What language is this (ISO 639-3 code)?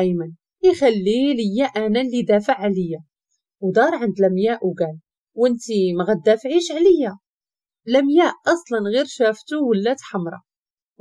ary